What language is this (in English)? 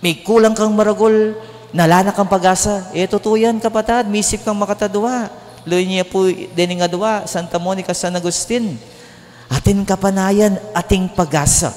Pampanga